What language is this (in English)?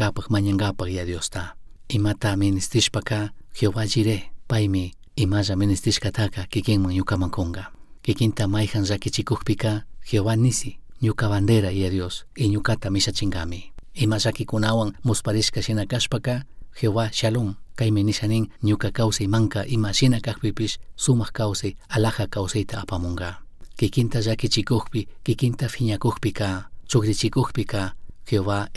Chimborazo Highland Quichua